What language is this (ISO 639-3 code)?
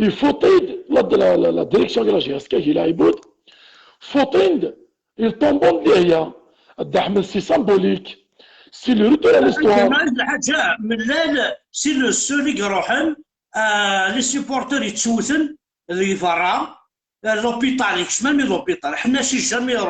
kab